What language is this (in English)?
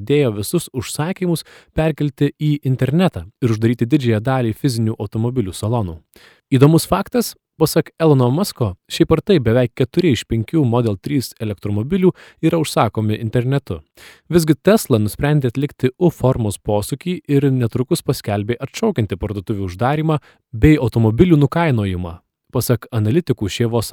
Lithuanian